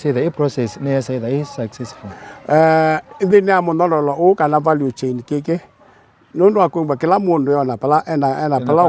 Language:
Kamba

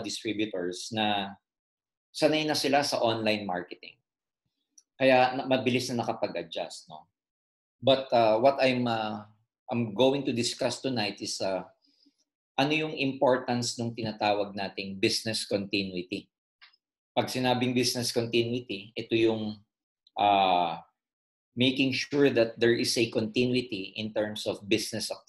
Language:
Filipino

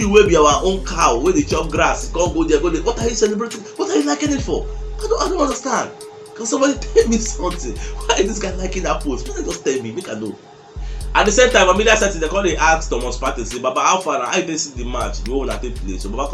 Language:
Nigerian Pidgin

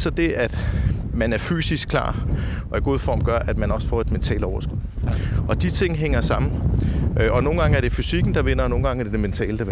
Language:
Danish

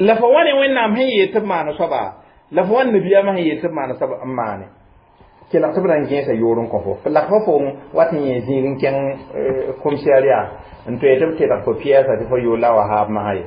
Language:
Mossi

